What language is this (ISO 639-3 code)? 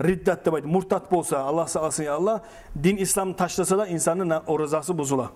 kum